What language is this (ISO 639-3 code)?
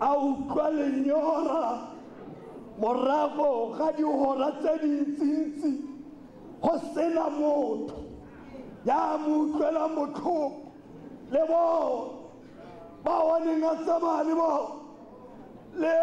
tsn